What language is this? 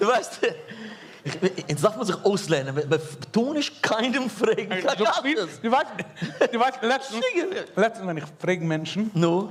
Yiddish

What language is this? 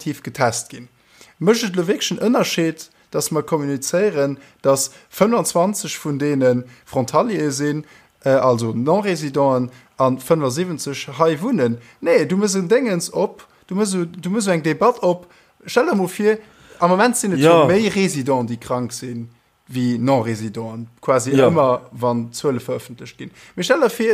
Luxembourgish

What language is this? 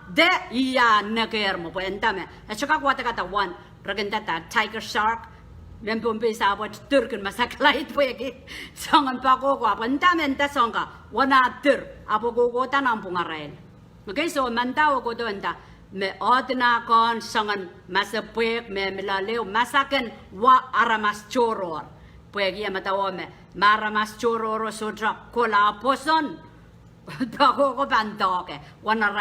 Pohnpeian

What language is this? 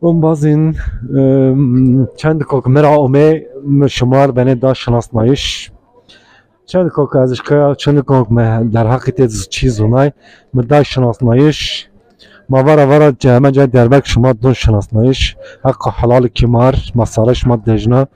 Zaza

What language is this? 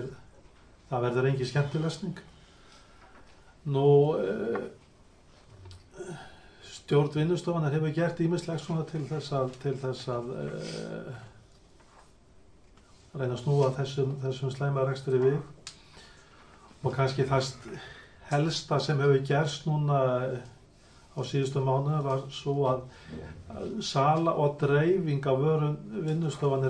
Icelandic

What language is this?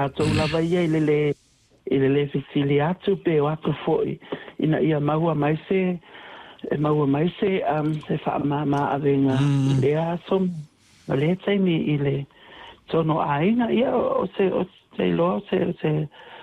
Samoan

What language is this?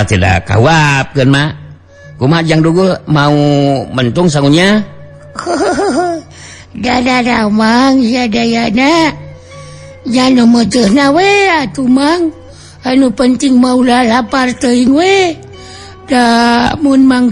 Sundanese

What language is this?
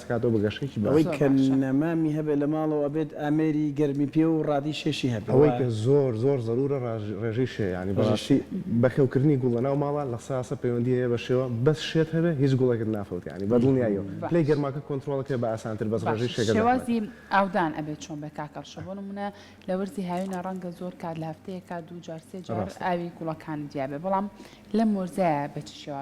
Central Kurdish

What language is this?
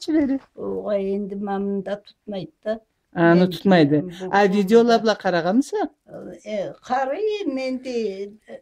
Karachay-Balkar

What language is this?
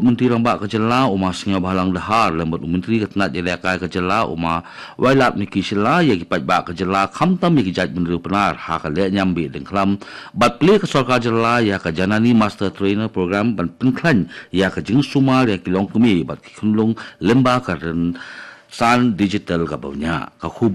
Khasi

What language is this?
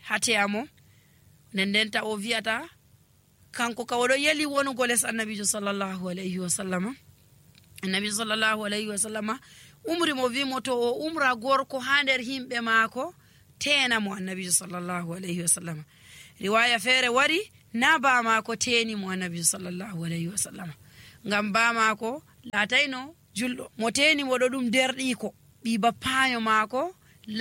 Nigerian Fulfulde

